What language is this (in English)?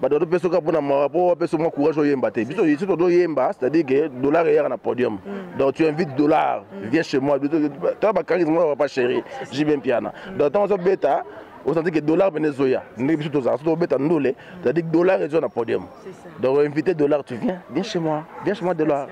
Lingala